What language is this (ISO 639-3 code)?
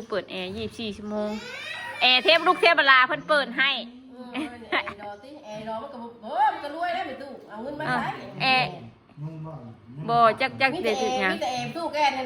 tts